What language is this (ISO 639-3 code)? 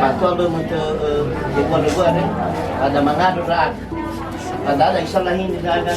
nia